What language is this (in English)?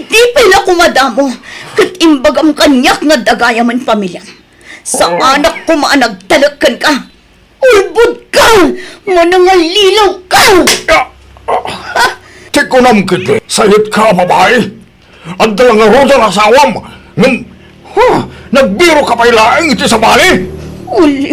Iloko